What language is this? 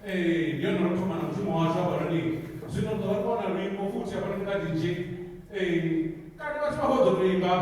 Venda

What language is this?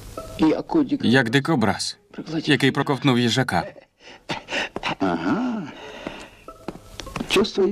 Ukrainian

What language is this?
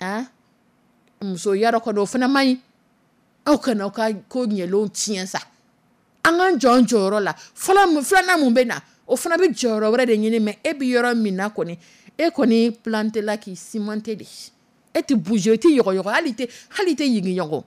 Dyula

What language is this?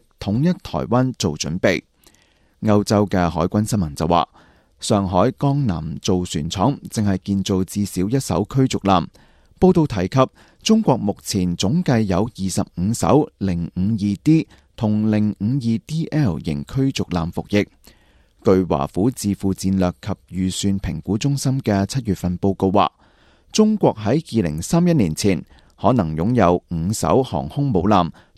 Cantonese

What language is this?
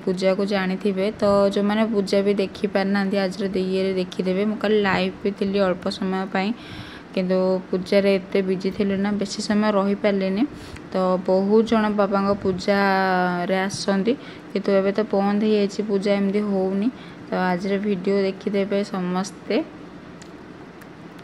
Odia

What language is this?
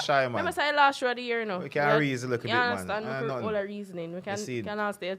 Jamaican Creole English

